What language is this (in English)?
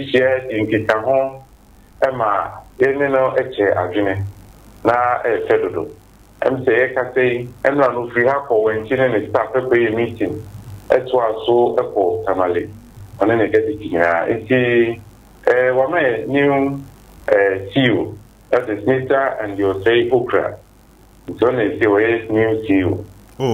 Akan